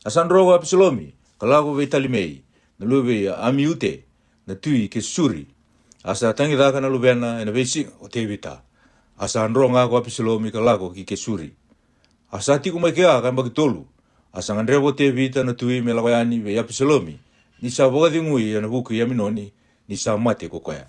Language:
Fijian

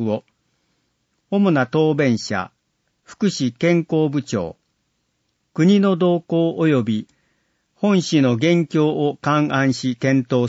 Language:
Japanese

